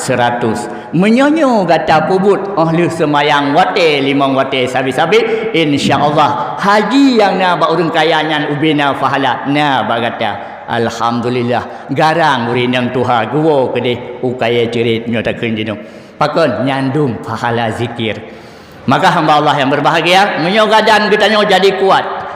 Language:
Achinese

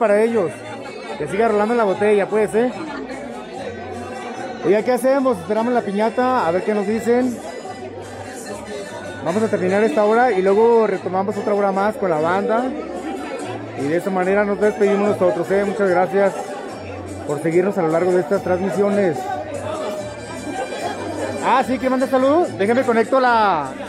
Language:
Spanish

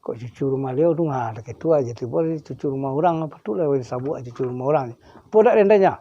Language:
Minangkabau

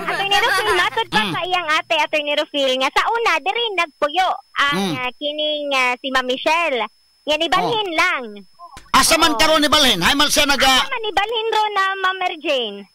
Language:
Cebuano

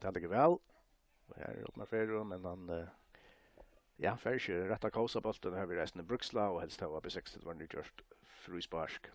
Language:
Faroese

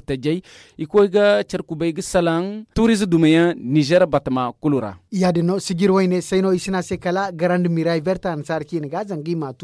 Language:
Zarma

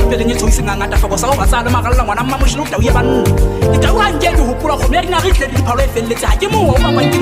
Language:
Tswana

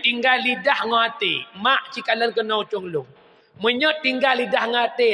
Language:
Achinese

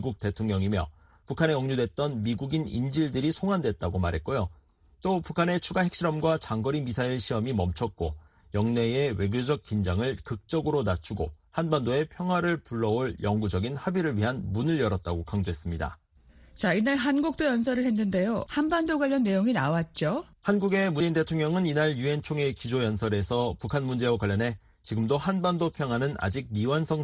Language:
Korean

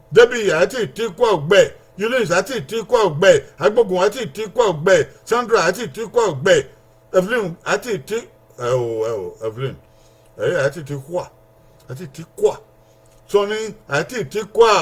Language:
Bini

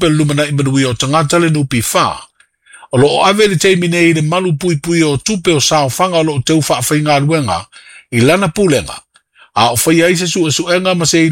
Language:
Samoan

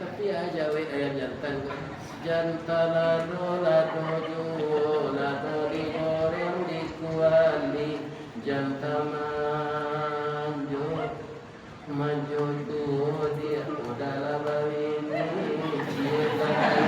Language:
Minangkabau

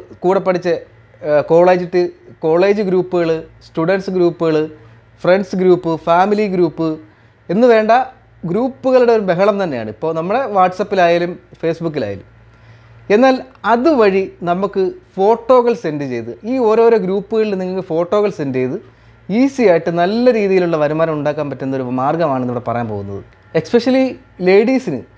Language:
Malayalam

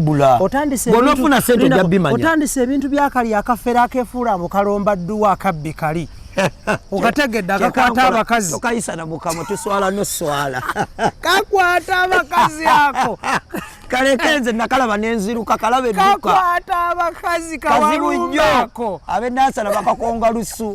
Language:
Ganda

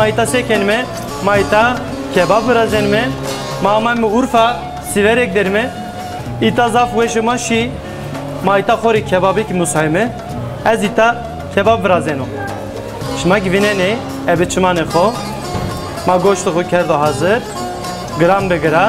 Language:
Zaza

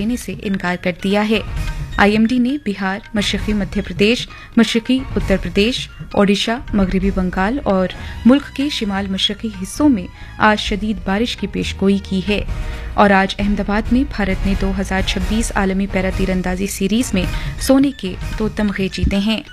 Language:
Urdu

